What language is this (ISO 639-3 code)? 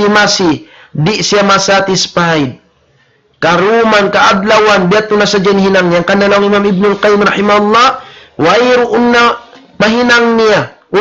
tsg